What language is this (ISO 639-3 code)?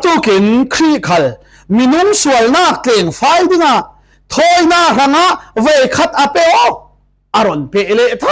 cfm